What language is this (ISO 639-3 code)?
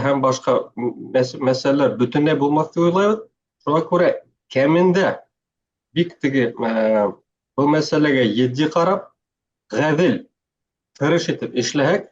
bak